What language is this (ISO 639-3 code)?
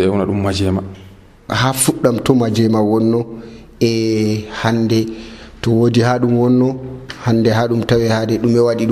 fuv